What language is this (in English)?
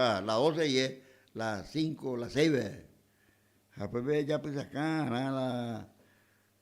Guarani